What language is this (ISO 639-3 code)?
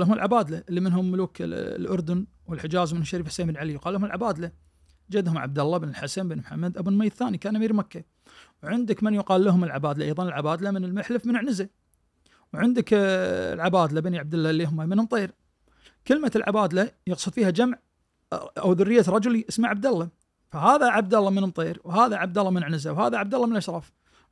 ars